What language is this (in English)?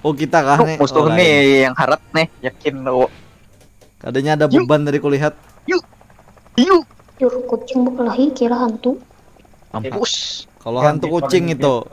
Banjar